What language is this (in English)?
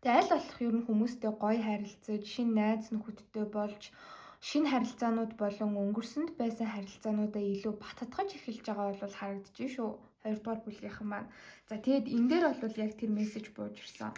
Mongolian